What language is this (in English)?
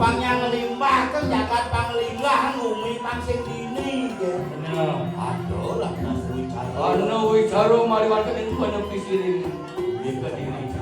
Balinese